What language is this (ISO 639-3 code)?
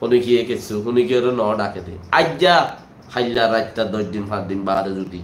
rhg